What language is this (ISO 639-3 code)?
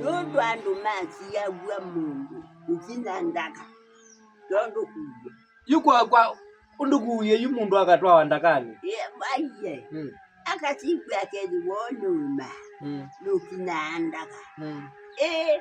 kam